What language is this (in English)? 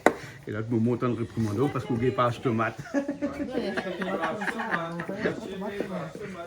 Réunion Creole French